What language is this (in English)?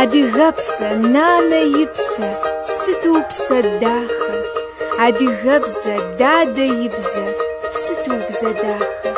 Kabardian